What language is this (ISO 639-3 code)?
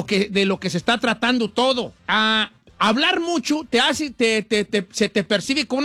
spa